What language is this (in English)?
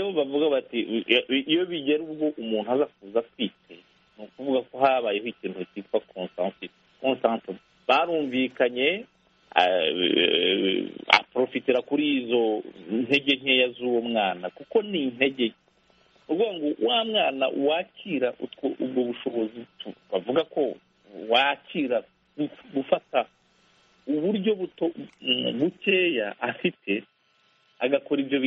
Kinyarwanda